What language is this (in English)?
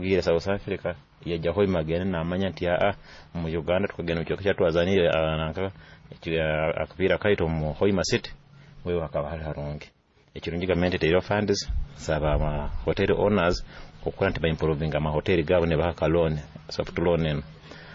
Nyoro